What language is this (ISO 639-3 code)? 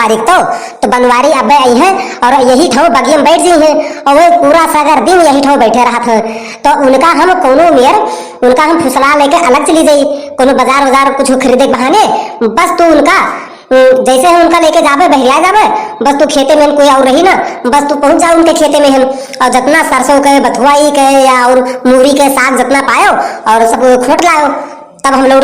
awa